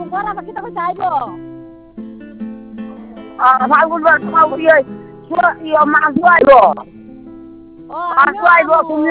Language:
Bangla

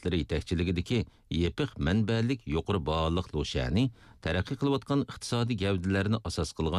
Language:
Uyghur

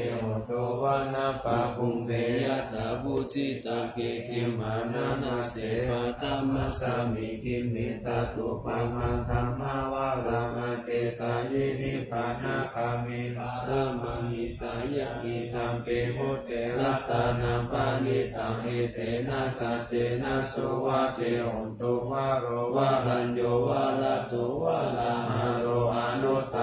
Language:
Pali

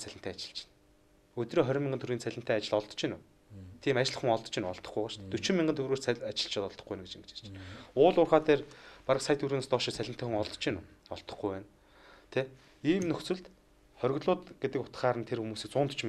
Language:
Mongolian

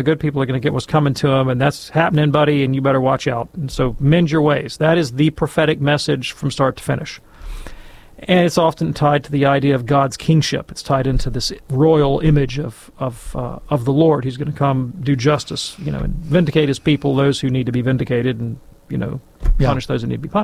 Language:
English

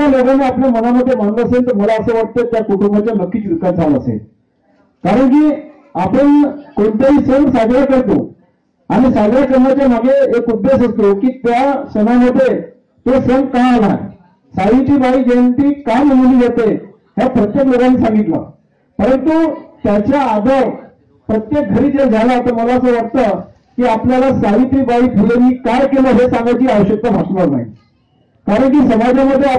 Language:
Marathi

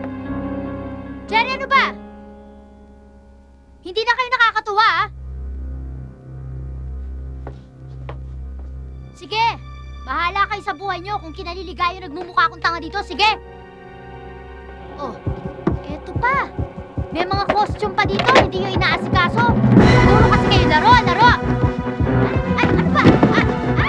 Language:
Filipino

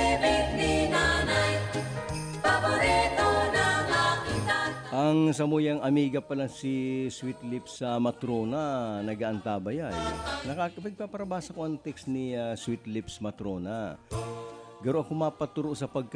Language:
Bikol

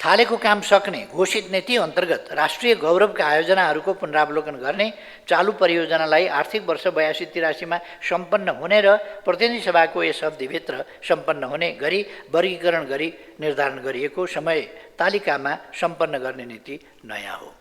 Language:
Nepali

